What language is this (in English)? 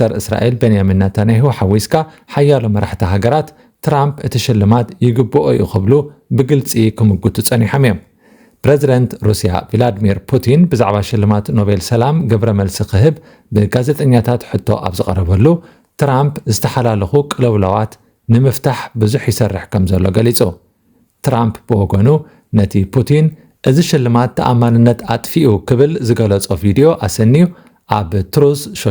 Tigrinya